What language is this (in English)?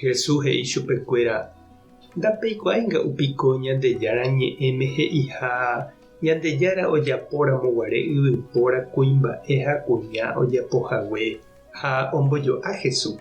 Guarani